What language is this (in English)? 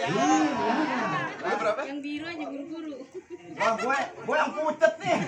Betawi